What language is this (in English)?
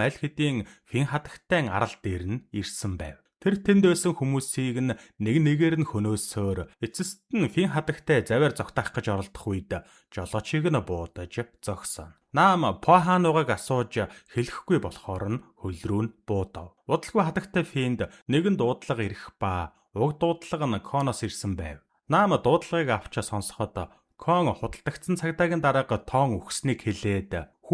Mongolian